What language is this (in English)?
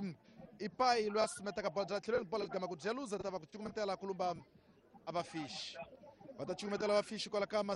Tsonga